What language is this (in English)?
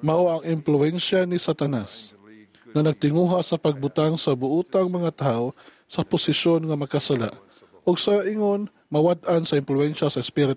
Cebuano